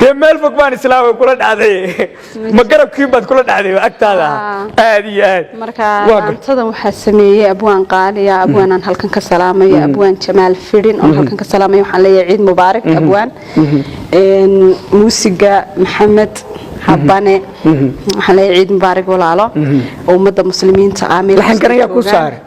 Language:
Somali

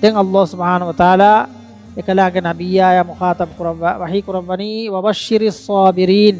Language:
Divehi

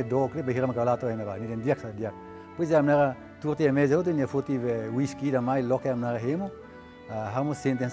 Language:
Tetum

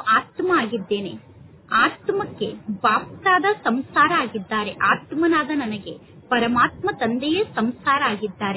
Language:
Kannada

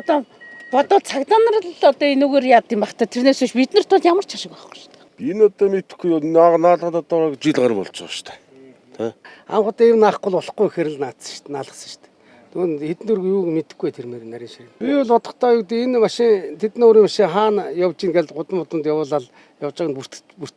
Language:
Mongolian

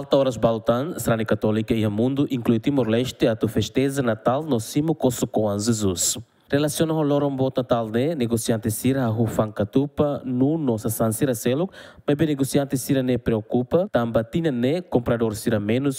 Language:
Tetum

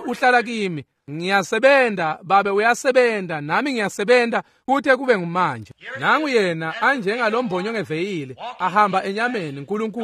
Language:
Swati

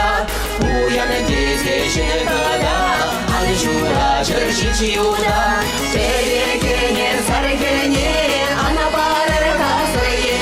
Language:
Chuvash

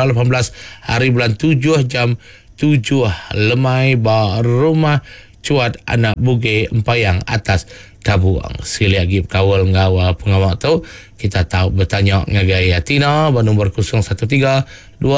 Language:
Iban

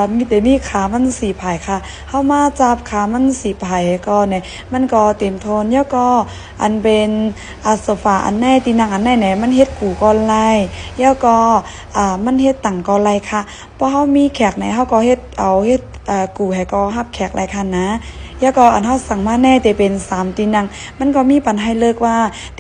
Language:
Shan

